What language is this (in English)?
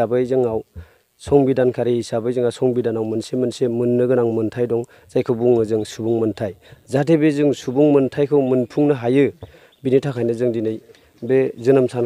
Bodo